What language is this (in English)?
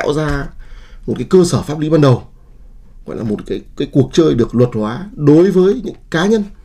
Vietnamese